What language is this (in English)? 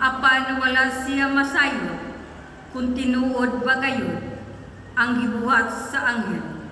Cebuano